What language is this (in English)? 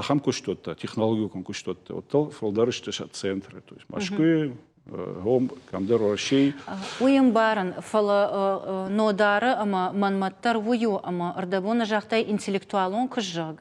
Ossetic